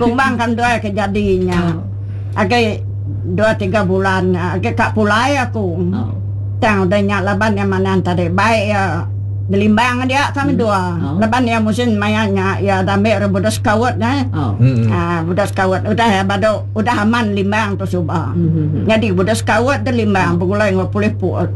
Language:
Iban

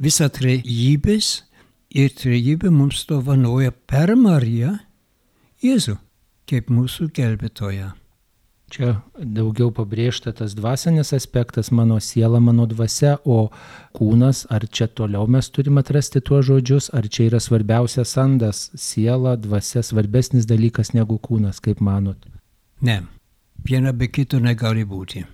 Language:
Lithuanian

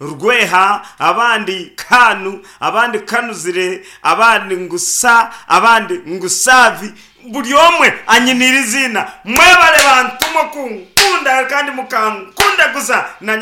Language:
Nyankole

